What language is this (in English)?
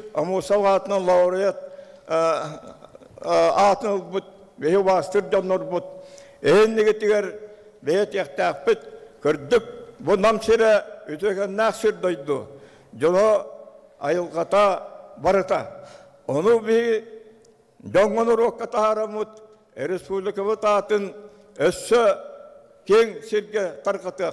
Yakut